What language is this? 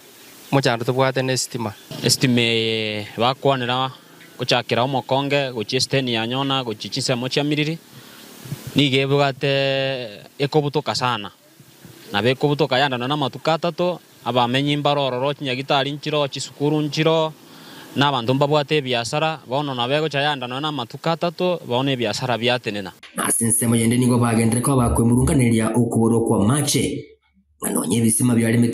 Gusii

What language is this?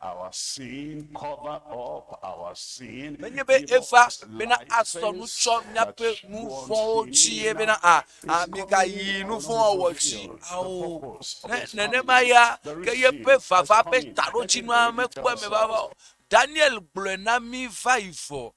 Ewe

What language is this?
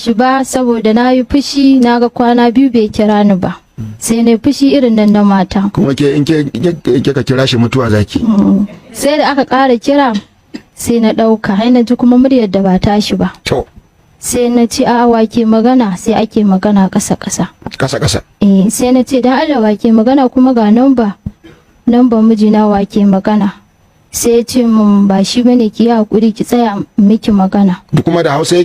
Hausa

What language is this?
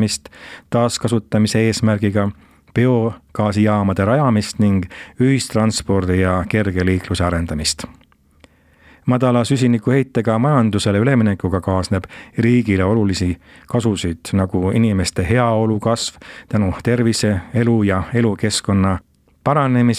Estonian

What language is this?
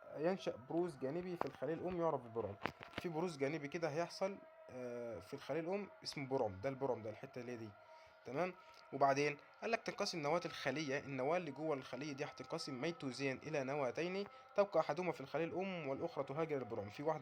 Egyptian Arabic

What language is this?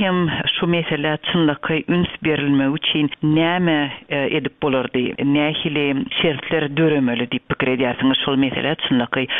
Turkmen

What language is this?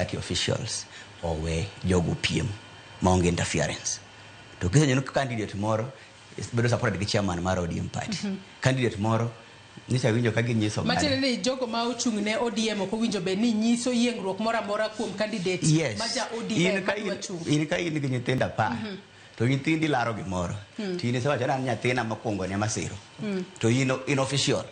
Luo (Kenya and Tanzania)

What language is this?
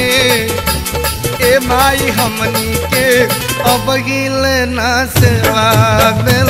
Bhojpuri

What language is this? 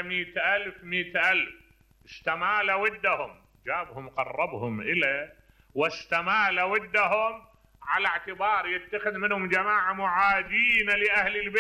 Mesopotamian Arabic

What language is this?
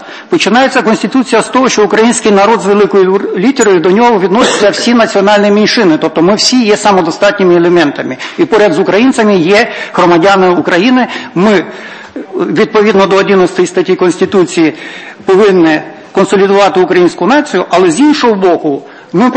Ukrainian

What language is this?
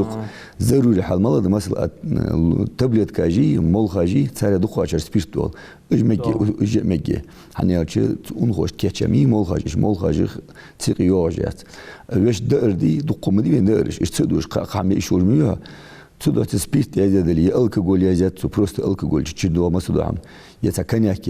Ingush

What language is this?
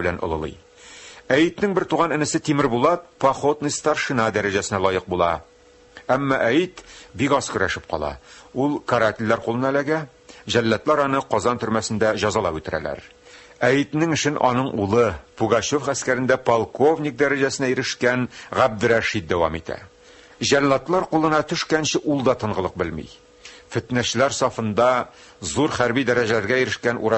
Tatar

